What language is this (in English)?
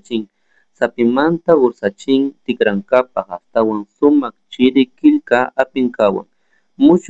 Chimborazo Highland Quichua